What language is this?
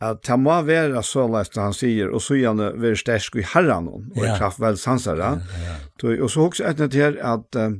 Faroese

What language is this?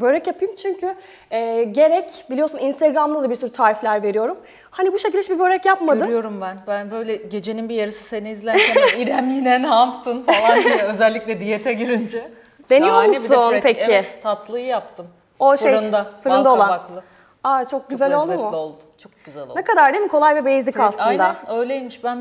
Turkish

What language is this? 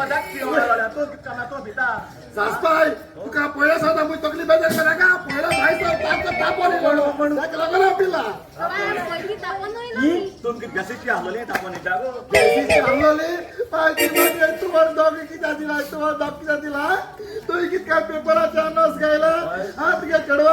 Konkani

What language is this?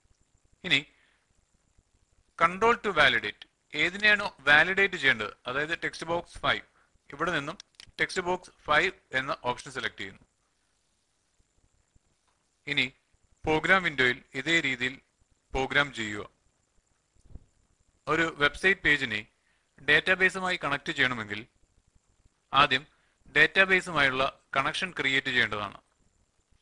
Malayalam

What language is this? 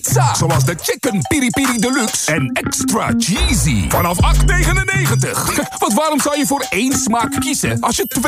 Dutch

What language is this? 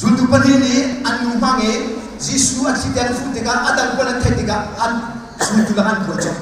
Hakha Chin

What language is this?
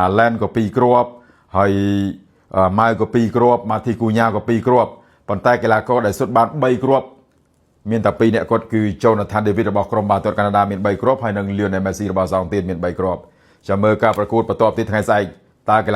Khmer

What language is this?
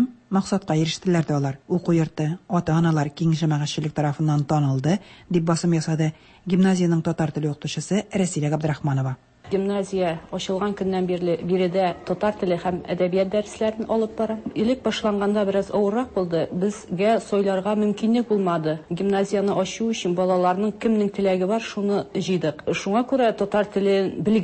Tatar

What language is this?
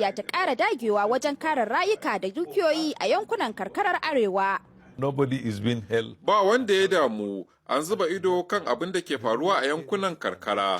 Hausa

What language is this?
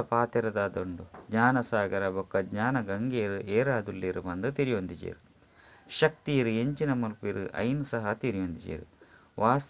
Tulu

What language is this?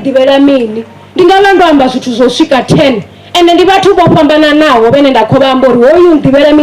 Venda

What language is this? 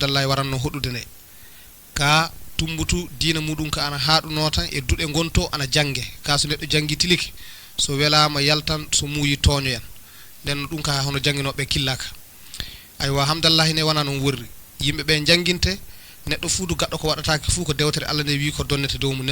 Fula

